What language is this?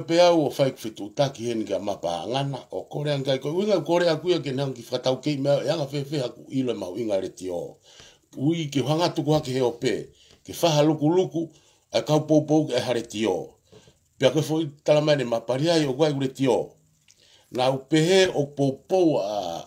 Tongan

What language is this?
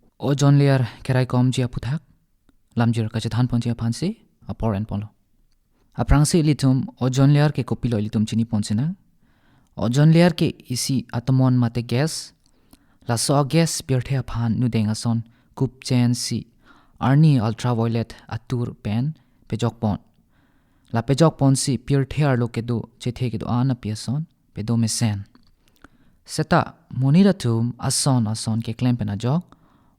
Karbi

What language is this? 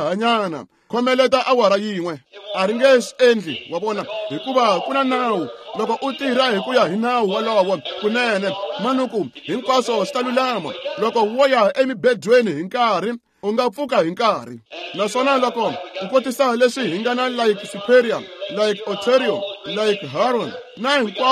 Tsonga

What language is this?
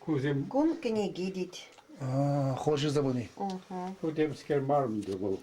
Chuvash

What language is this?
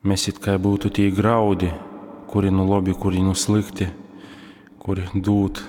Latgalian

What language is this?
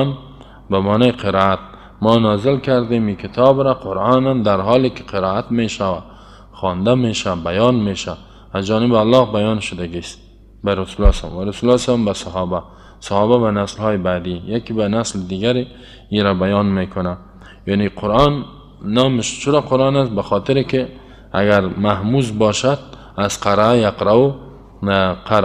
Persian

